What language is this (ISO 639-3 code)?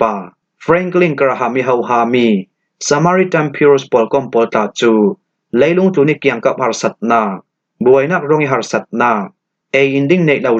cfm